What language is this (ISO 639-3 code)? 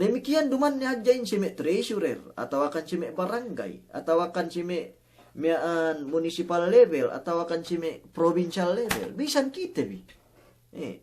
yka